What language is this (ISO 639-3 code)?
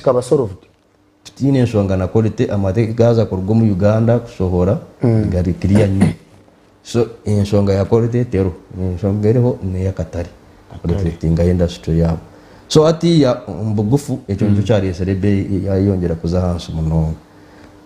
nyn